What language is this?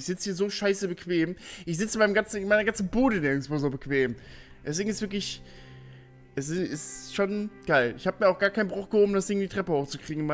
German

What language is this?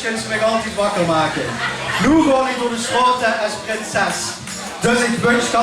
Limburgish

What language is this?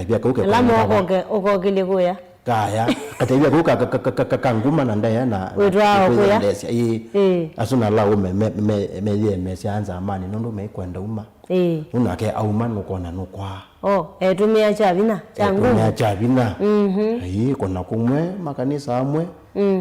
Kamba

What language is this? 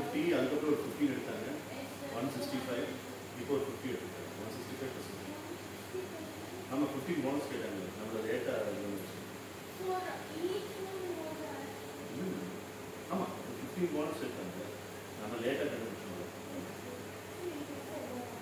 Tamil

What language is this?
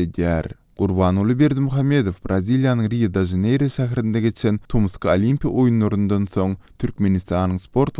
Turkmen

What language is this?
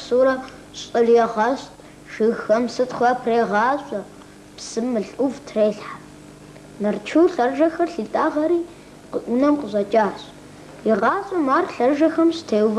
Kabardian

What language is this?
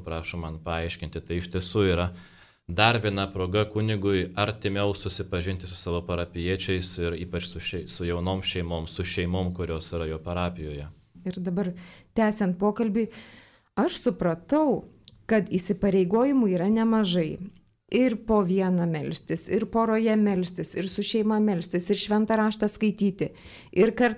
Lithuanian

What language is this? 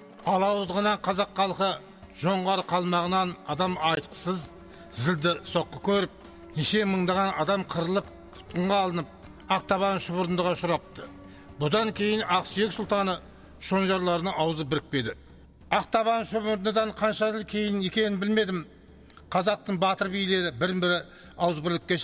Kazakh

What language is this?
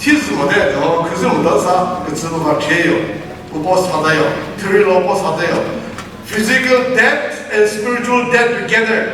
Chokri Naga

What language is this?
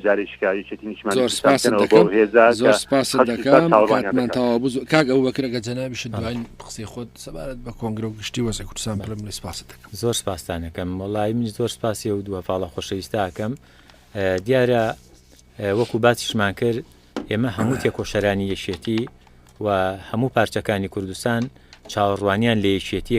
Central Kurdish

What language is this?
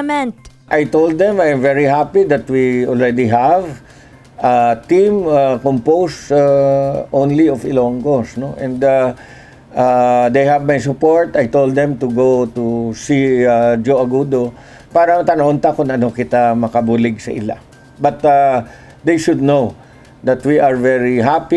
Hiligaynon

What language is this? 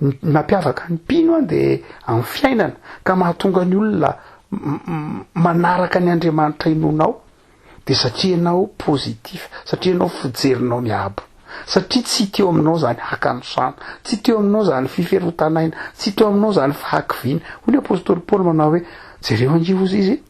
Malagasy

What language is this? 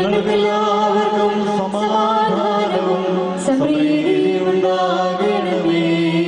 Malayalam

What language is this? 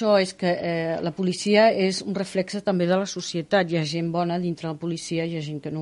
Catalan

